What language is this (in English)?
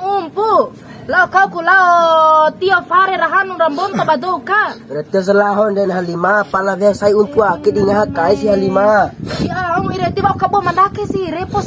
Bima